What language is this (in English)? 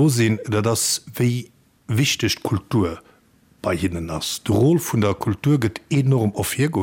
Luxembourgish